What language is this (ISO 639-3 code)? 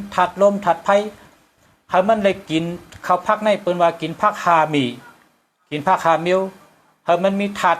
shn